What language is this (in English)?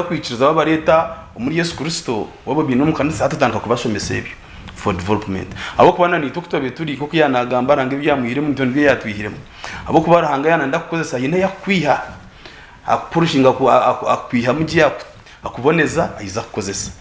Nyankole